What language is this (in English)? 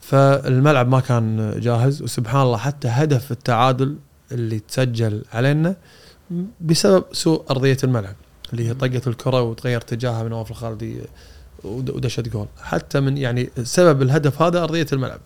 Gulf Arabic